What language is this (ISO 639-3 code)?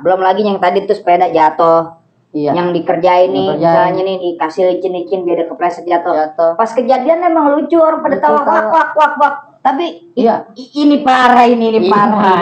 bew